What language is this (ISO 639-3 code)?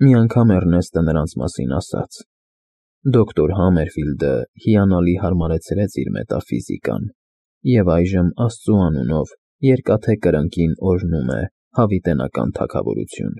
hye